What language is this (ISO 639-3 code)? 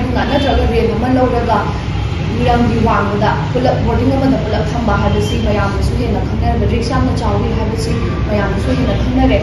mni